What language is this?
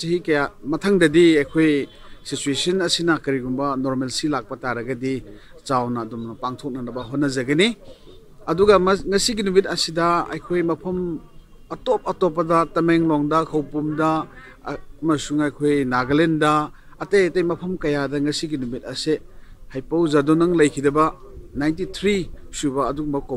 Manipuri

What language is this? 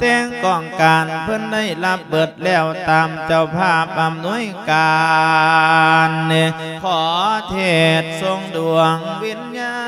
Lao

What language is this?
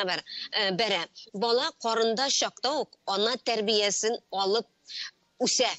Tatar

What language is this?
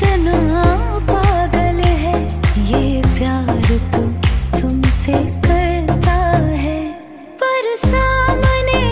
Hindi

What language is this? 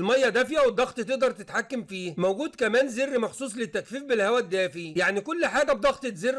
Egyptian Arabic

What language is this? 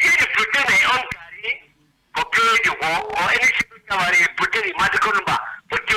Cameroon Pidgin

